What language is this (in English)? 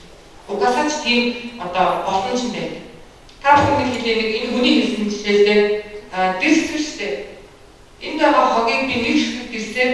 Mongolian